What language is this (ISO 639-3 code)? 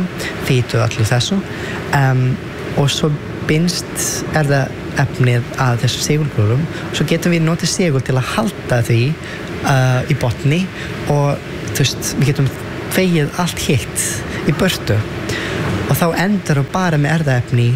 isl